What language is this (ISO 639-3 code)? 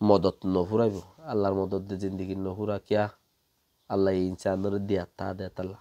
rhg